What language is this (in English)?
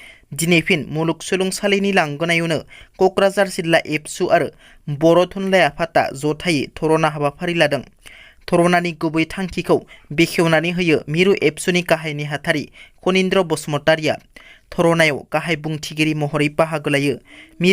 Bodo